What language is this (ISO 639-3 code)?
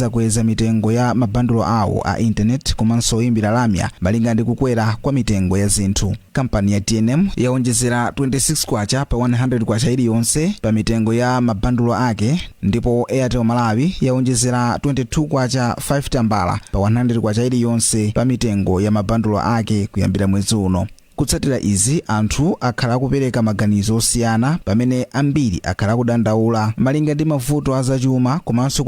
nya